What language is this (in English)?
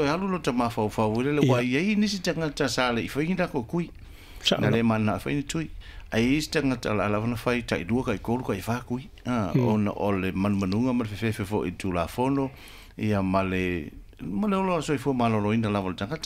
Samoan